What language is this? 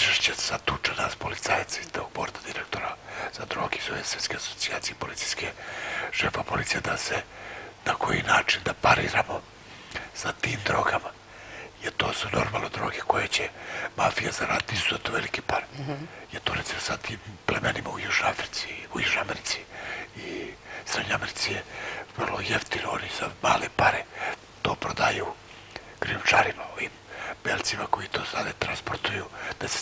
Serbian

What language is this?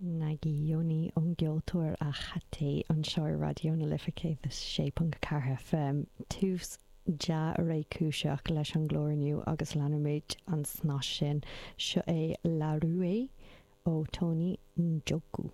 Irish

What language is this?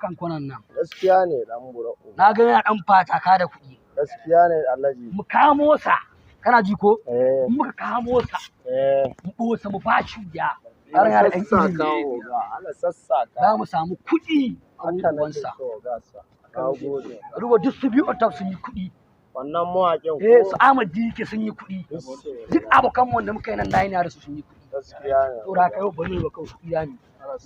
Hausa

